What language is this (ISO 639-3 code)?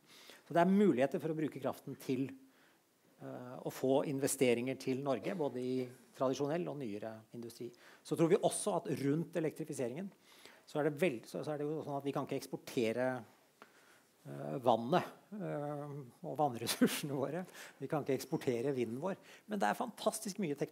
nor